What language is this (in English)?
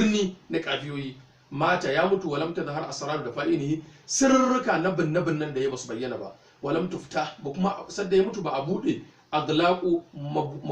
Hausa